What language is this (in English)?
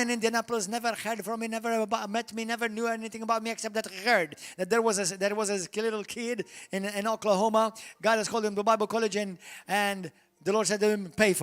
English